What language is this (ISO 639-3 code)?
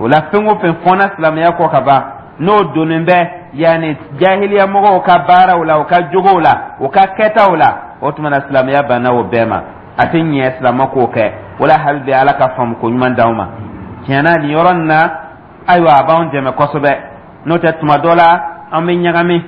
dyu